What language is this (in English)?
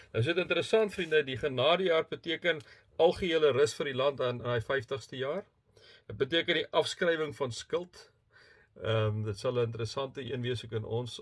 Afrikaans